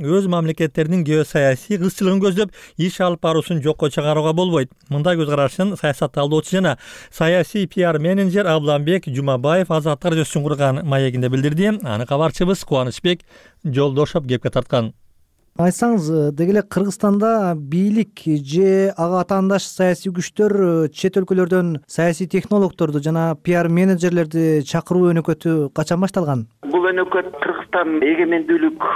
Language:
Kyrgyz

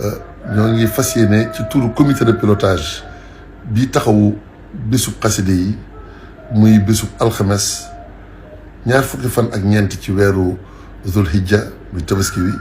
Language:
Wolof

